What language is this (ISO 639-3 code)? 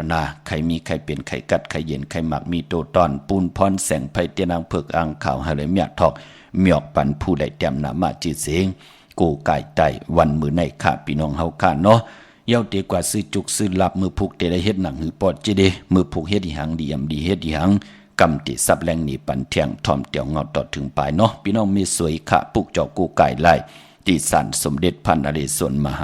shn